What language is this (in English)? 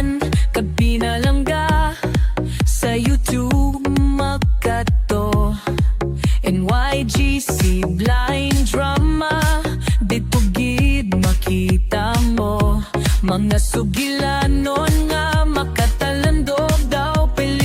Hiligaynon